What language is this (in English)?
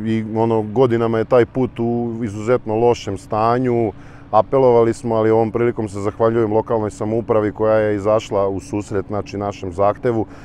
Serbian